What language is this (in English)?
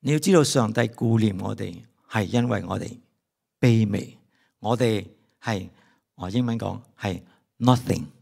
Cantonese